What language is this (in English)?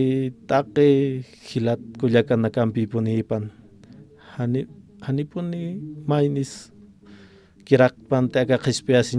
Aymara